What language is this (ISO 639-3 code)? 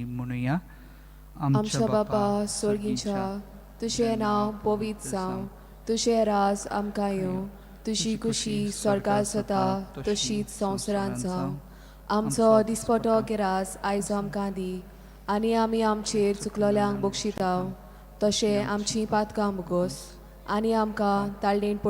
kok